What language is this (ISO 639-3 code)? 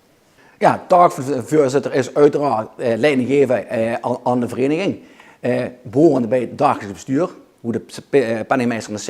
lim